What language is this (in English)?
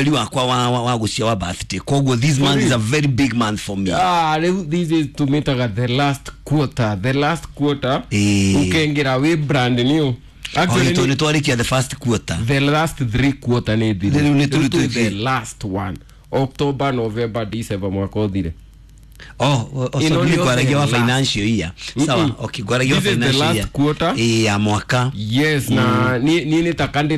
Kikuyu